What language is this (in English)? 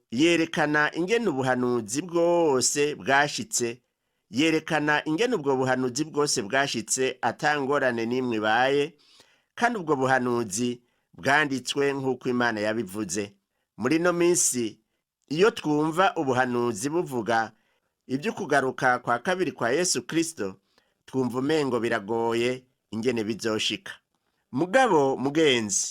Rundi